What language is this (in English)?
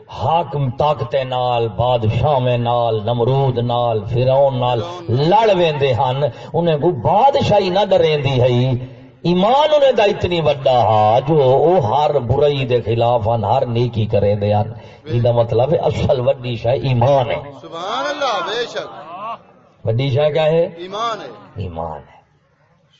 Saraiki